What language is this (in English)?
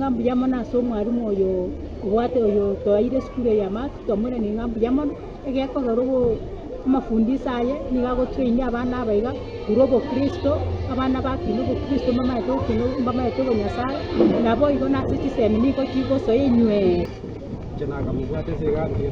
Gusii